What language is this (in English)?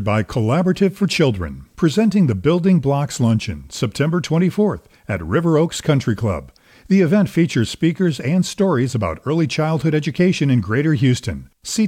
English